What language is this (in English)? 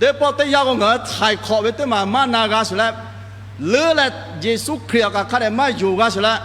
Lahu